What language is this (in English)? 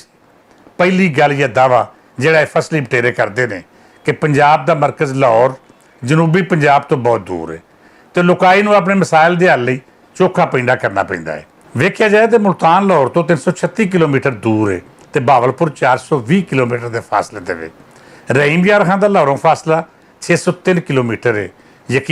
Western Panjabi